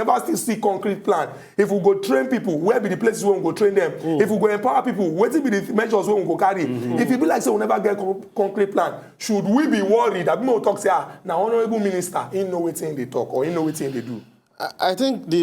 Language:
Nigerian Pidgin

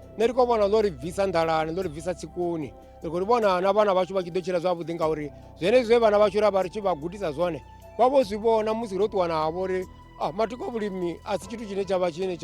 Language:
Venda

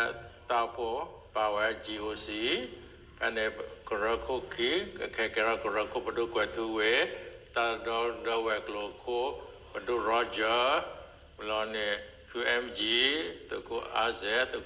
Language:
S'gaw Karen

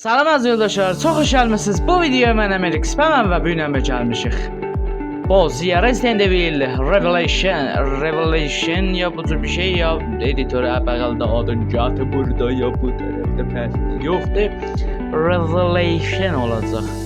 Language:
South Azerbaijani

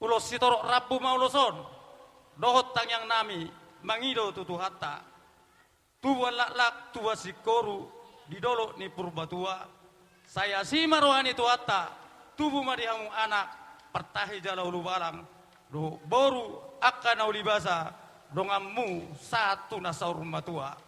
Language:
Batak Toba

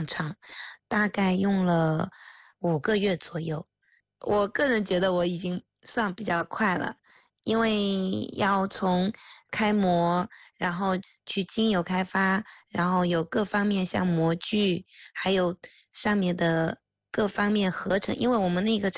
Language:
Chinese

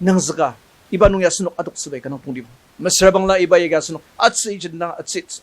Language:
Ao Naga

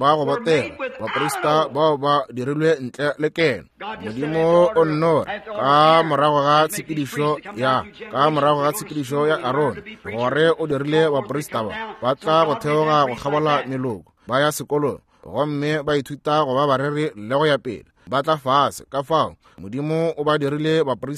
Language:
Northern Sotho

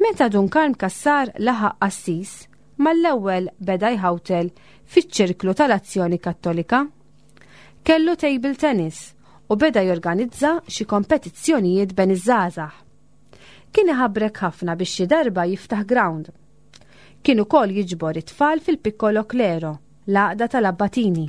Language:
Maltese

